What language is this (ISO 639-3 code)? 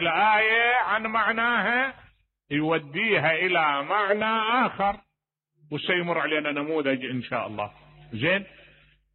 acm